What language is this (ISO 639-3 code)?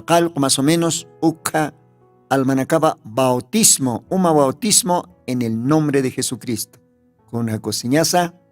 aym